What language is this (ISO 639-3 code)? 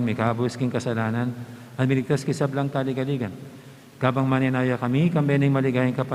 pam